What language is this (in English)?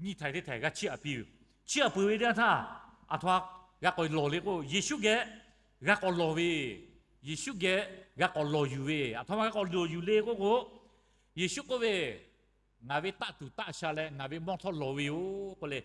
Lahu